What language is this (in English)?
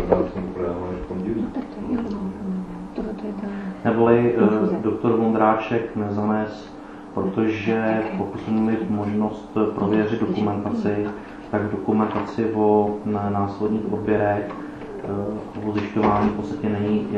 Czech